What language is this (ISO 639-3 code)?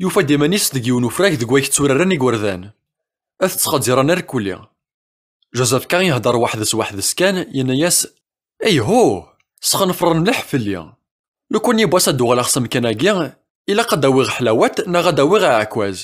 kab